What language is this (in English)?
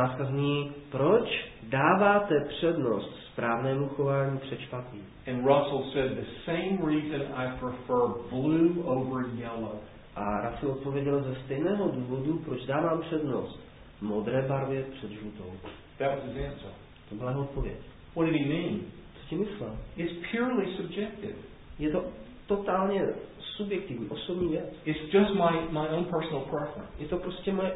Czech